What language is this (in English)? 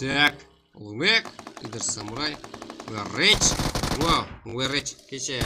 Kara-Kalpak